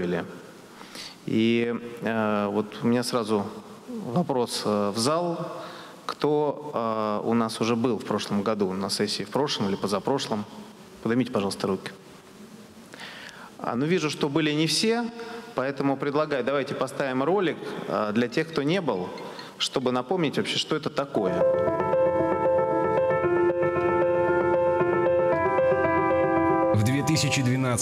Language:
Russian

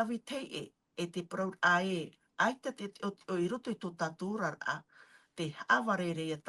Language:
Tahitian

